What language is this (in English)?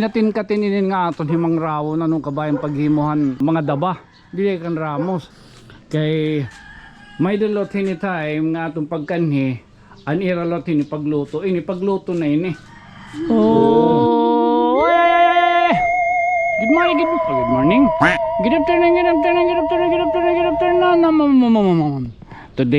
Waray